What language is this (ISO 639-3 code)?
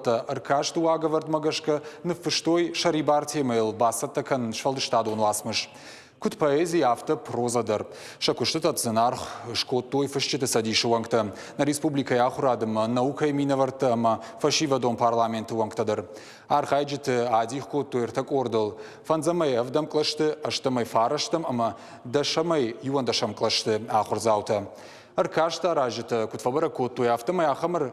oss